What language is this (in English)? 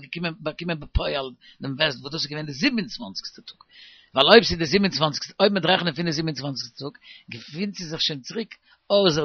Yiddish